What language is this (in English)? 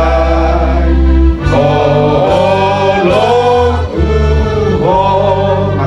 Batak Toba